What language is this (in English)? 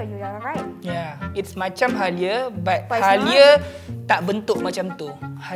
Malay